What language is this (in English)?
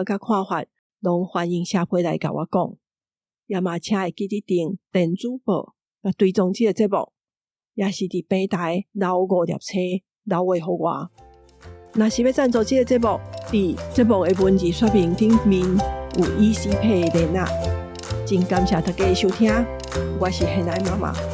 Min Nan Chinese